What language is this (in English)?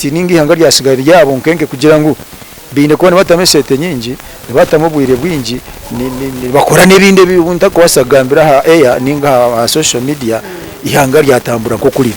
Nyankole